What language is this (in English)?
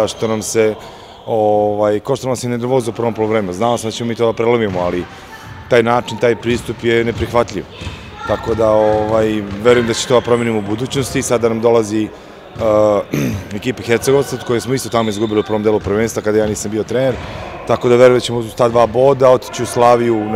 Serbian